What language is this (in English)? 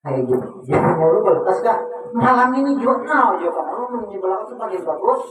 Banjar